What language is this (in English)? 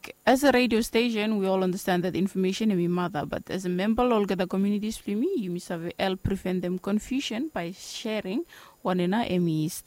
Bislama